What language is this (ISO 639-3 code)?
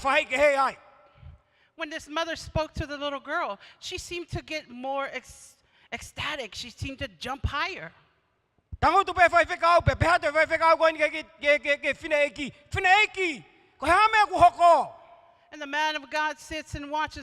ton